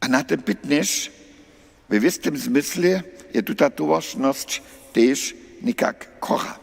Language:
Upper Sorbian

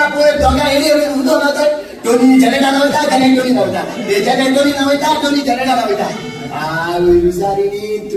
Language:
Konkani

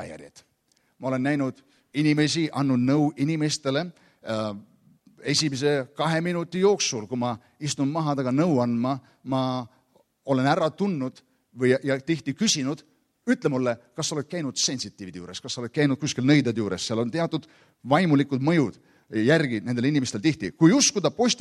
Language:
Estonian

